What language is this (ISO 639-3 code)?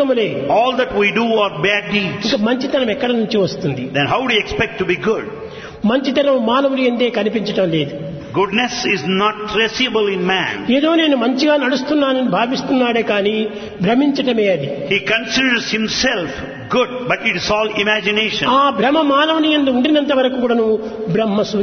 tel